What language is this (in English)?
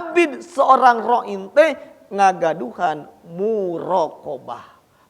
Sundanese